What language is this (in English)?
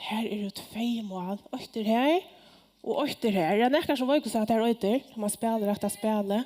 Faroese